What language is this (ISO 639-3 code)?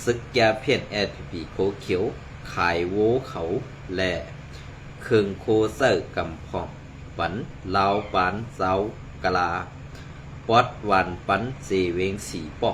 shn